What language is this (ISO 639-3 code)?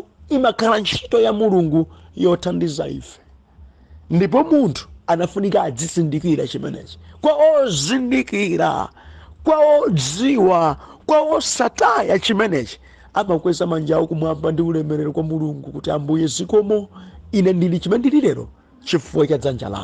nya